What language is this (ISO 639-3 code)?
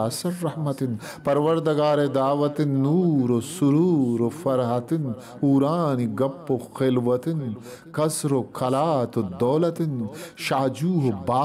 bgp